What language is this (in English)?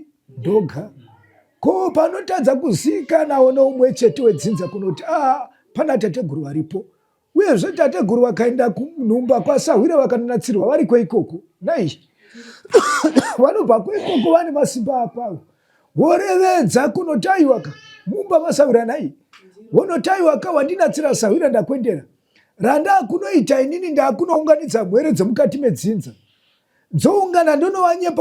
Shona